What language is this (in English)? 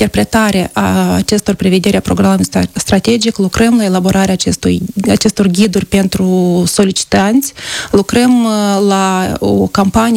Romanian